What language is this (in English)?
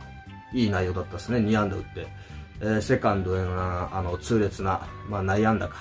Japanese